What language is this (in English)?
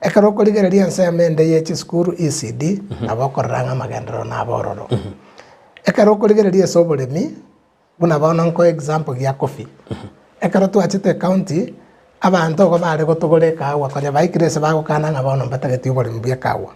Gusii